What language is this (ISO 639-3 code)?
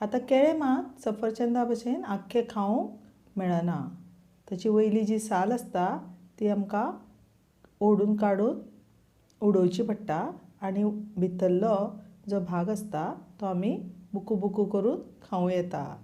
kok